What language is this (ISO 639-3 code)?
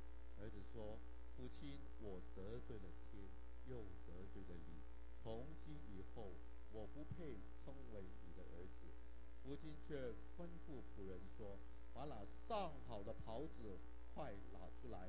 zho